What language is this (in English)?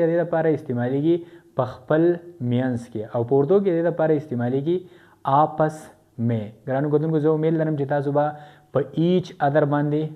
Pashto